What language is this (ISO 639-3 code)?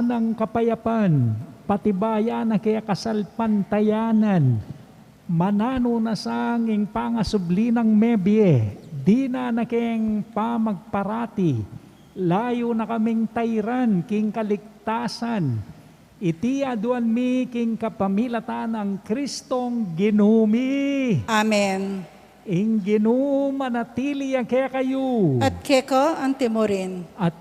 pam